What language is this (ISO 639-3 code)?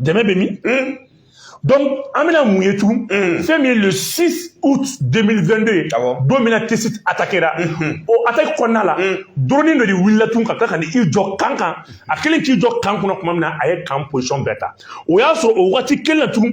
bam